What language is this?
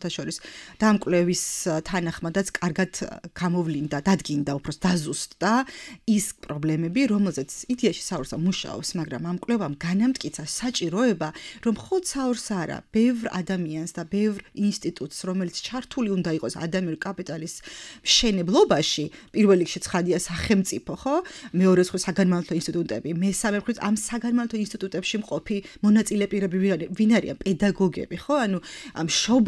Georgian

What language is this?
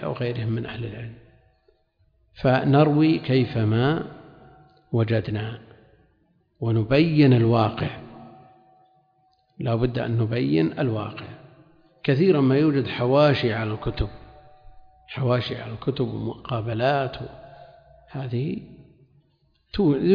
Arabic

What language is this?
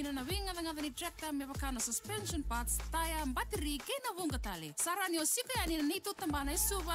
Fijian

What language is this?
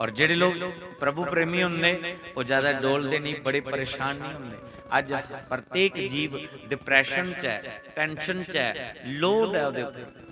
Dogri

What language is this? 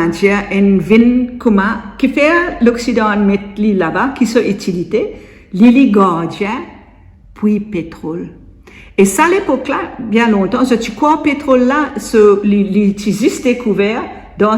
Morisyen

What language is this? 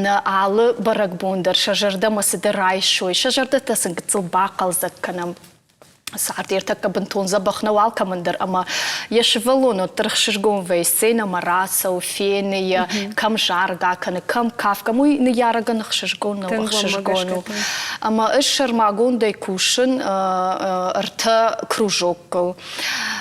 Ossetic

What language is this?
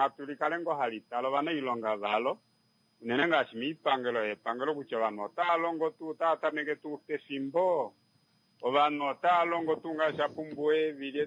Kuanyama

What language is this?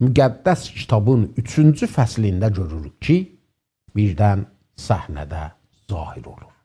South Azerbaijani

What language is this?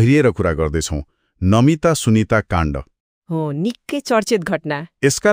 Nepali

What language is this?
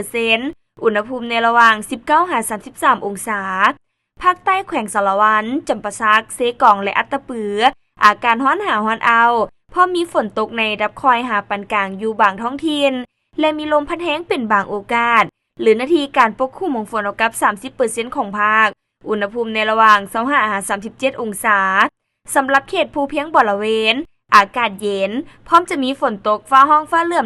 Lao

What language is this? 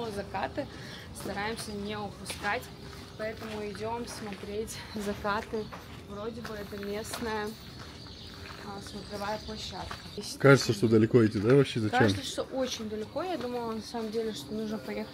Russian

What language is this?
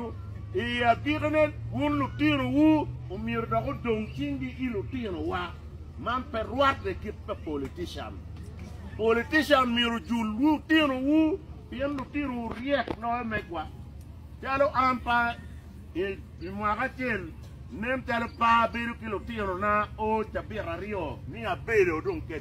Acoli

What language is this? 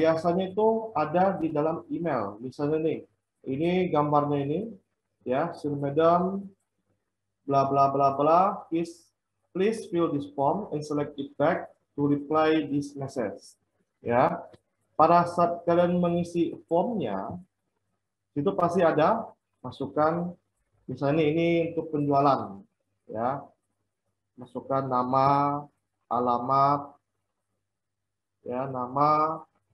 Indonesian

